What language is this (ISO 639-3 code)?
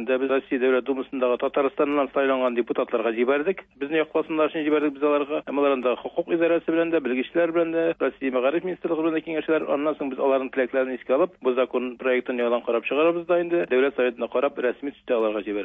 tat